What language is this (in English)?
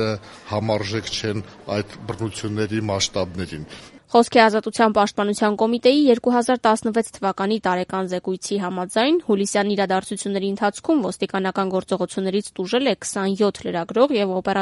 Armenian